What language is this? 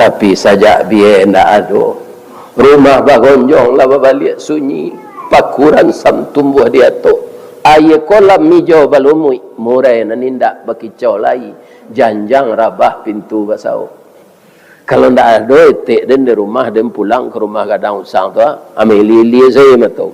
Minangkabau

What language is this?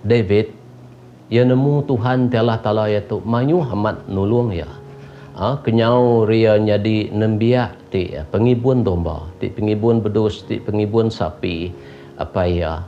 Iban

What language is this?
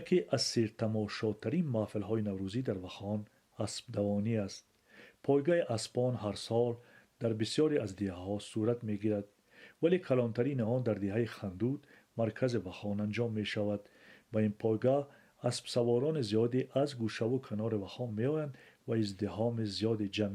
Persian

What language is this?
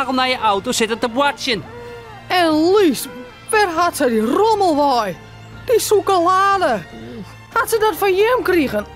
Western Frisian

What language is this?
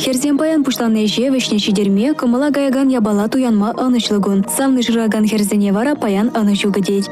Chuvash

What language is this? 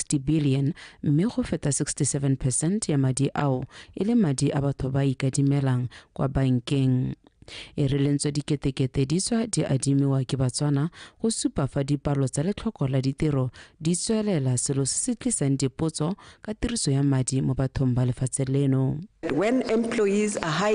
Tswana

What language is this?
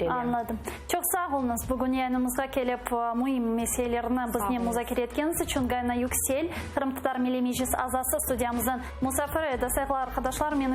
Crimean Tatar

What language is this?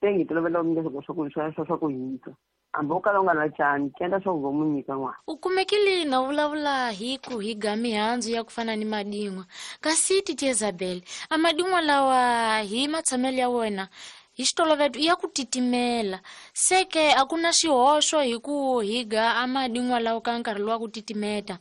Tsonga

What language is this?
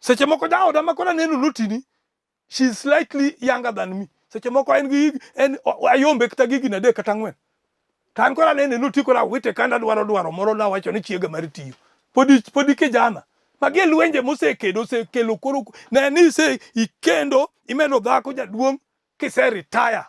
Luo (Kenya and Tanzania)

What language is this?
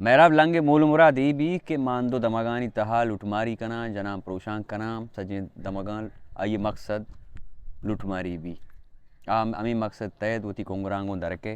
Baluchi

